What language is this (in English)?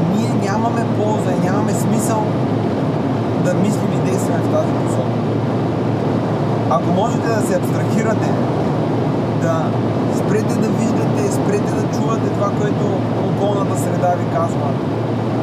Bulgarian